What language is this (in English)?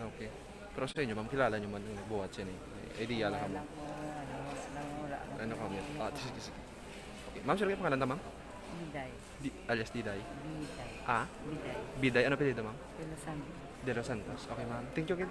Hiligaynon